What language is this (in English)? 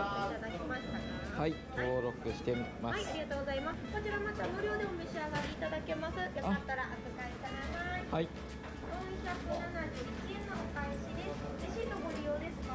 Japanese